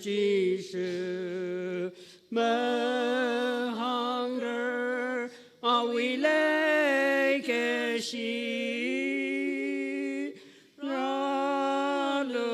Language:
Tangkhul Naga (India)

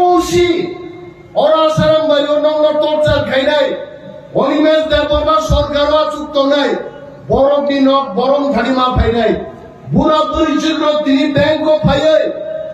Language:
Kok Borok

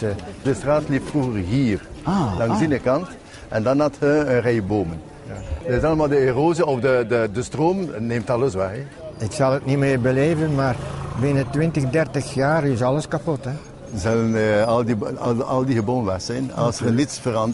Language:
Dutch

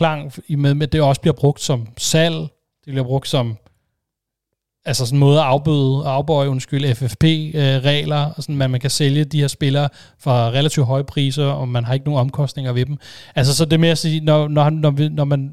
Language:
Danish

